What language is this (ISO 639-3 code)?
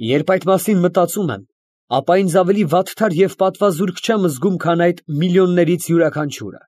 hye